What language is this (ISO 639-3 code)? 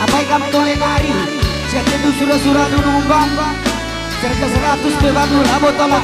btx